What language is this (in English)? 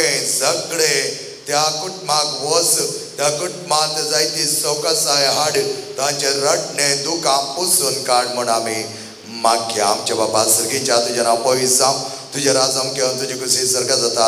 Konkani